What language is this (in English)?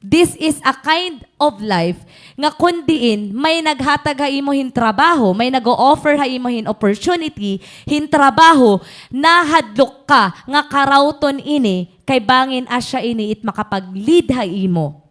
Waray